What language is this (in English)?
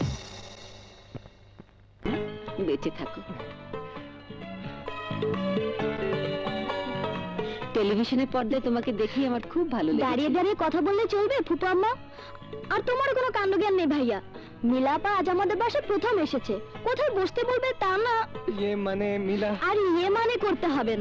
Bangla